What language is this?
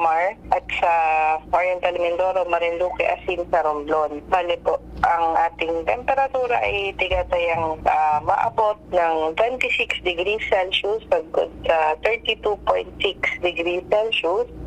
Bikol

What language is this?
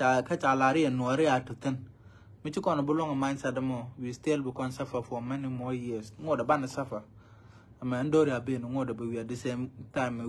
Nuer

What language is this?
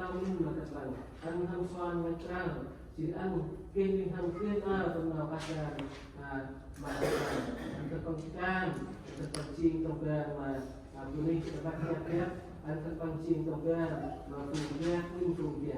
Central Mnong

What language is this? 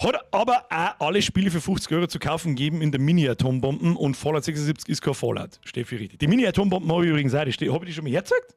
Bavarian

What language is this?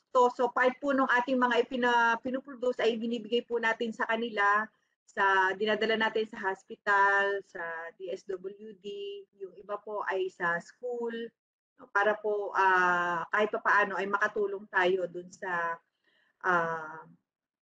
Filipino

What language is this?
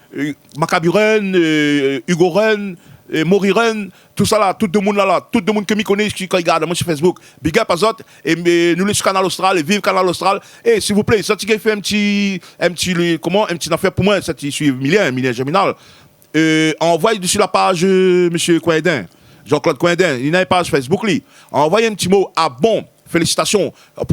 Réunion Creole French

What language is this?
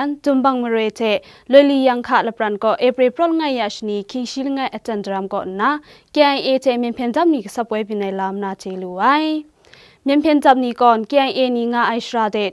Kachin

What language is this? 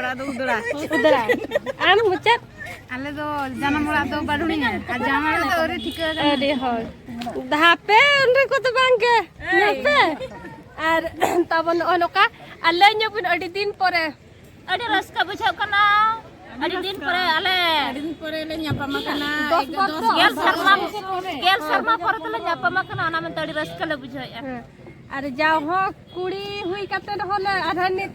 Santali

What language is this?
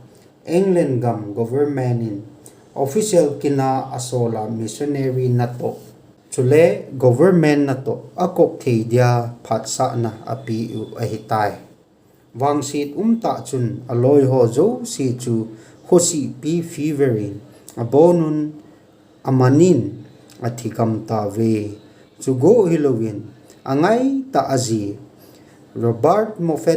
Thado Chin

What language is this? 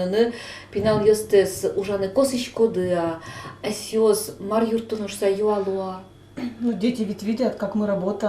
Udmurt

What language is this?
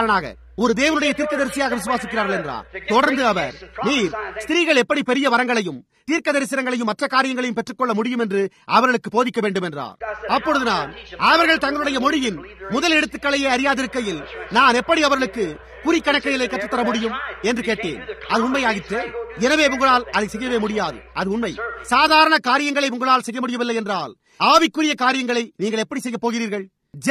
Tamil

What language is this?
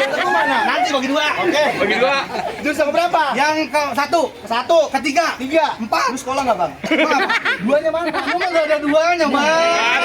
Betawi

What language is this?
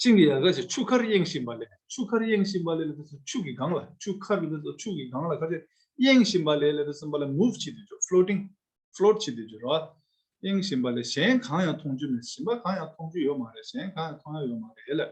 Tibetan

